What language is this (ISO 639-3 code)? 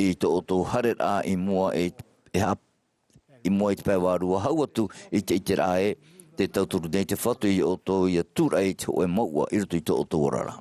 tah